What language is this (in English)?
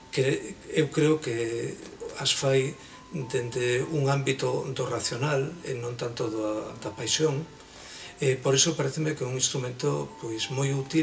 Galician